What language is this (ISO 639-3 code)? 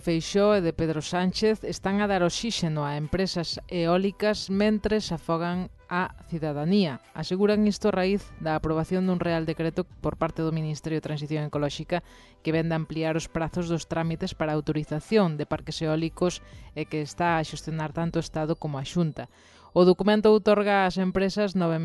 glg